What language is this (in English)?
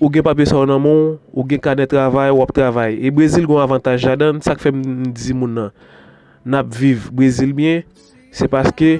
Haitian Creole